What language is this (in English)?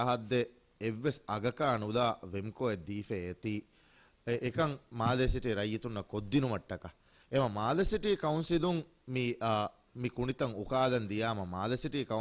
Divehi